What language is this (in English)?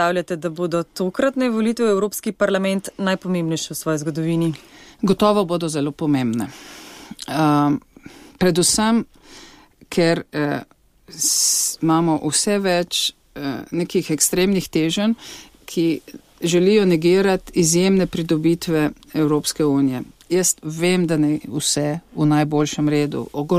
Slovenian